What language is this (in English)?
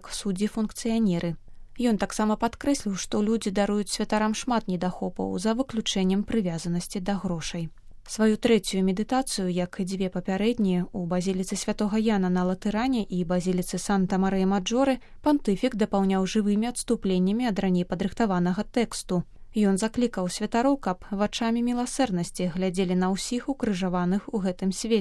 Belarusian